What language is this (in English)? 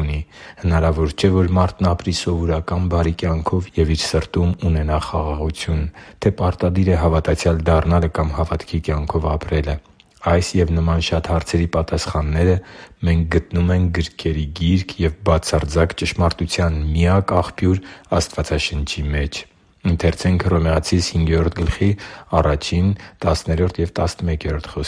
Armenian